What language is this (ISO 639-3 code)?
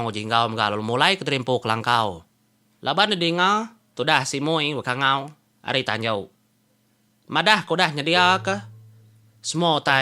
iba